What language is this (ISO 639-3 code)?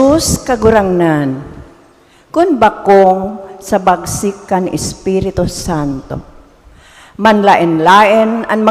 bik